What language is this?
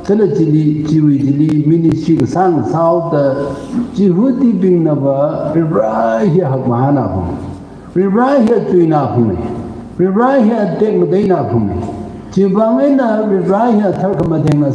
Tangkhul Naga (India)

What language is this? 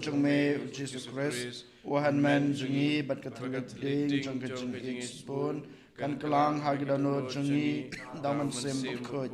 Khasi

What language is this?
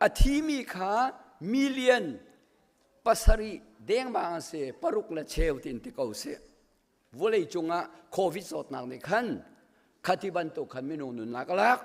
Hakha Chin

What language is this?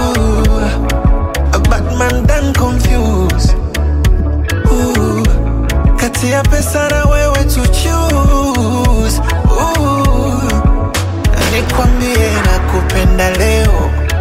Swahili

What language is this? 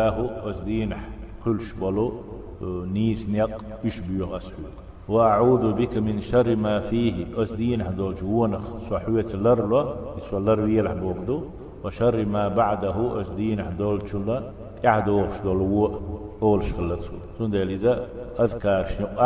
Chechen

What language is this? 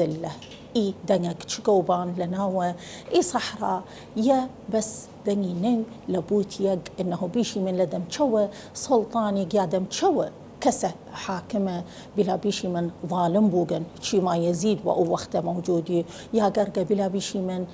Southern Kurdish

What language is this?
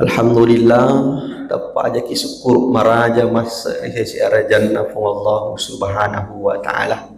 Buginese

